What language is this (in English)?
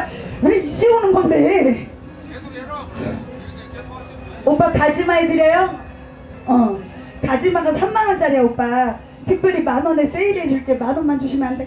Korean